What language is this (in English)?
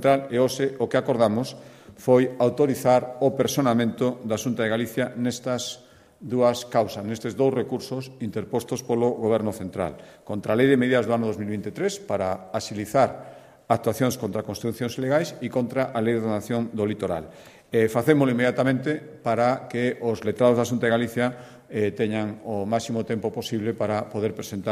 Galician